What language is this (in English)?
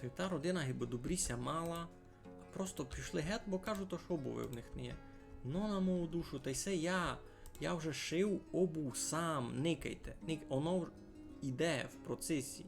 Rusyn